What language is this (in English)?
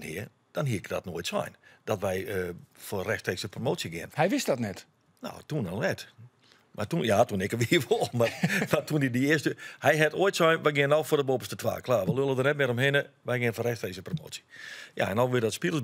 Western Frisian